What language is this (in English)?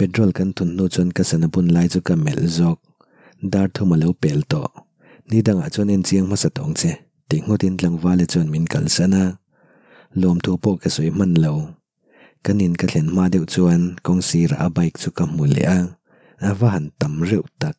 Mizo